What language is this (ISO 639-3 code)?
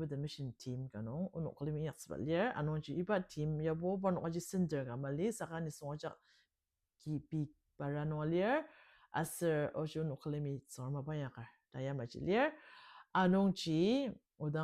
njo